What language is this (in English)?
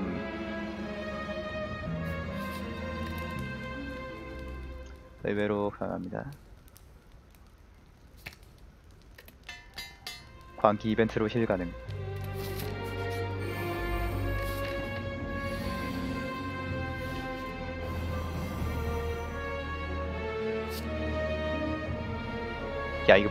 Korean